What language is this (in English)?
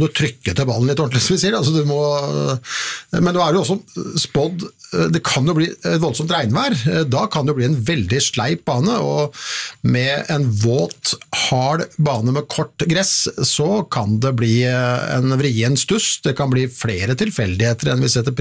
Norwegian